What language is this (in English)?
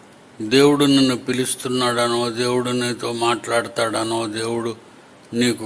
Telugu